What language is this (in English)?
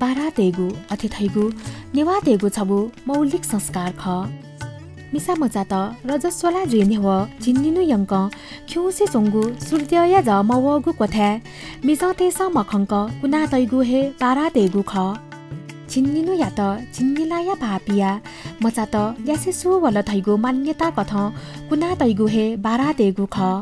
Newari